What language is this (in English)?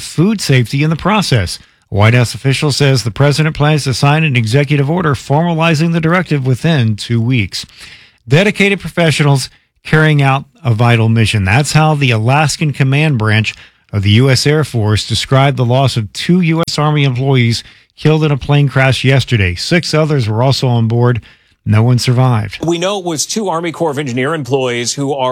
English